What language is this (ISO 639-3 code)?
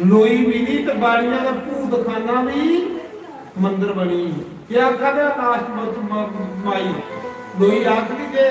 doi